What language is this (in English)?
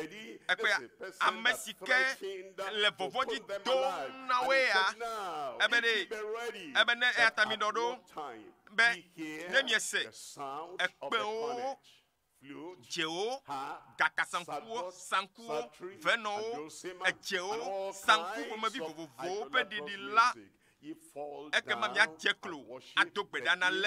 Ewe